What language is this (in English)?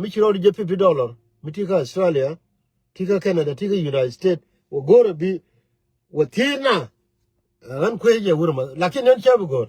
Nuer